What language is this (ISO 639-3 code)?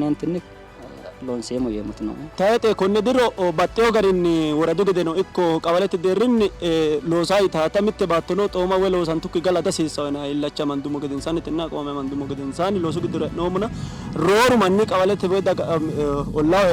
sid